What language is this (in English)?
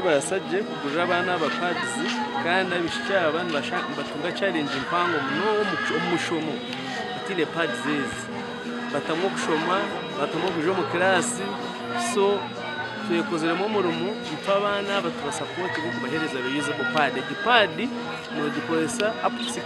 Nyankole